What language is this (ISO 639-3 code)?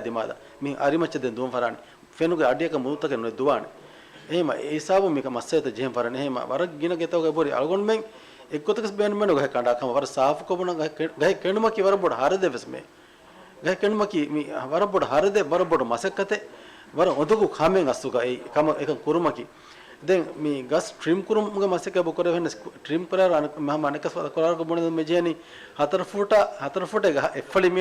div